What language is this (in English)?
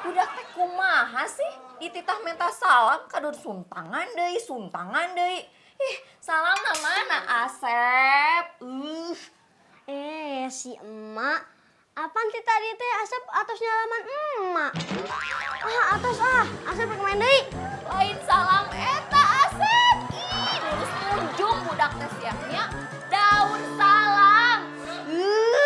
Sundanese